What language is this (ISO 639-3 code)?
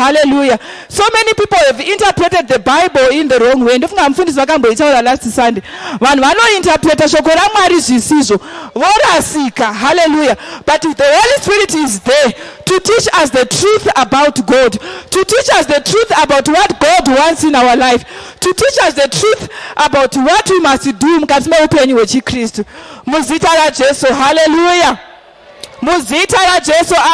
sna